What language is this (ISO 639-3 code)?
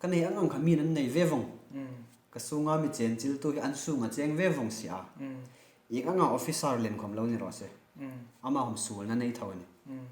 hmr